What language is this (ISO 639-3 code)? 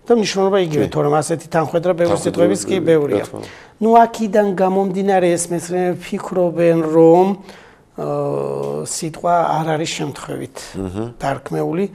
kat